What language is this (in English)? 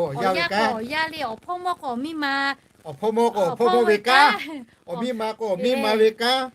Lahu